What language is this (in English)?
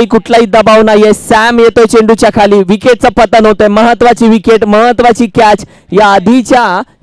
Marathi